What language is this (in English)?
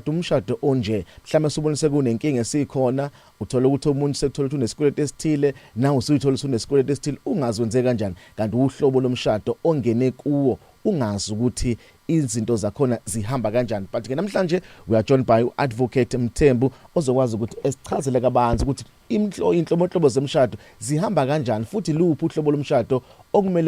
Zulu